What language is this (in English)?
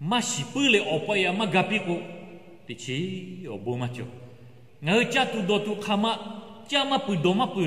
Lahu